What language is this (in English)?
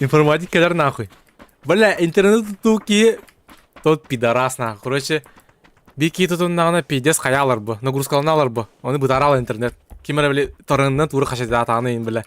Yakut